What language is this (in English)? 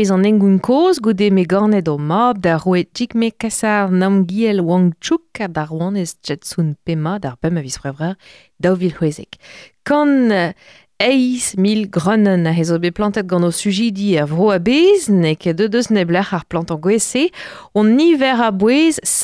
Breton